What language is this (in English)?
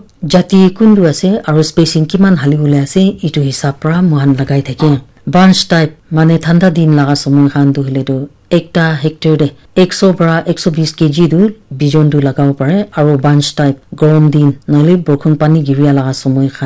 Naga Pidgin